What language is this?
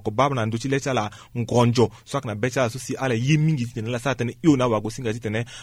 Sango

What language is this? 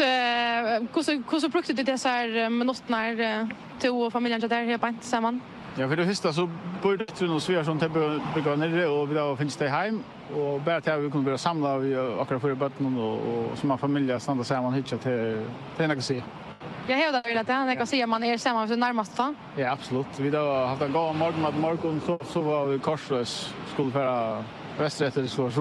Faroese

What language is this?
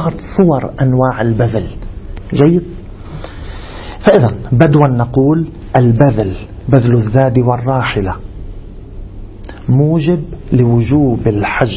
Arabic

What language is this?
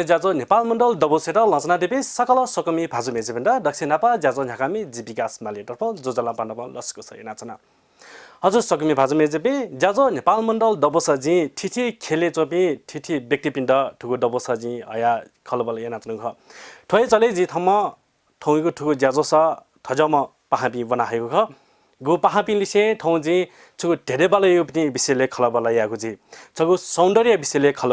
Newari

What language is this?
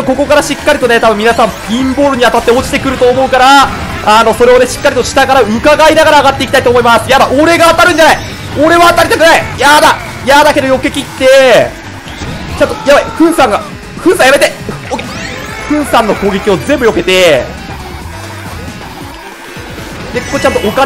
Japanese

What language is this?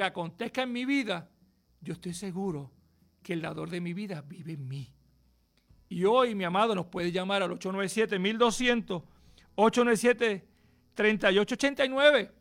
Spanish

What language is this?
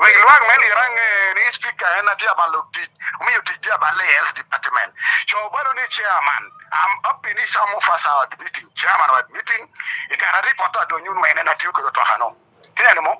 Lango (Uganda)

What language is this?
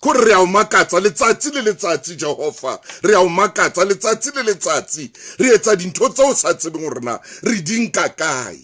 Southern Sotho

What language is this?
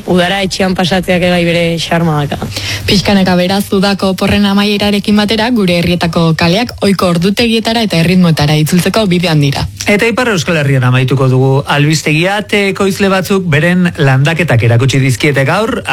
Basque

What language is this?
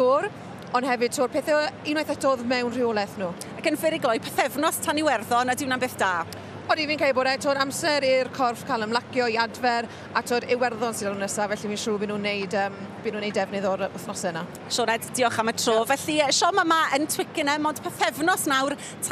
Welsh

